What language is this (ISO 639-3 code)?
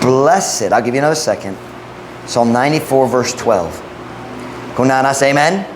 ceb